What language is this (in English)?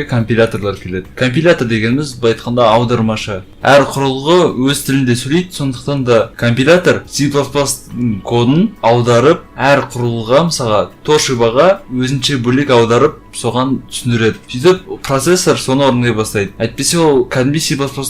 Kazakh